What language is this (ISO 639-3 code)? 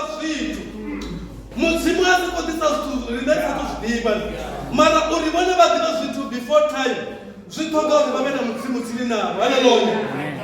ven